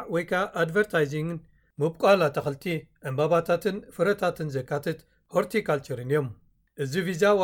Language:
Tigrinya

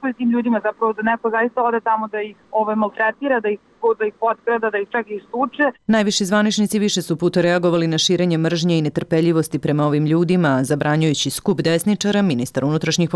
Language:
Serbian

